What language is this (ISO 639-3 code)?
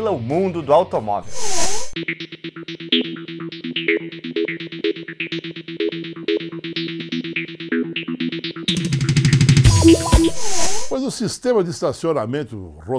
por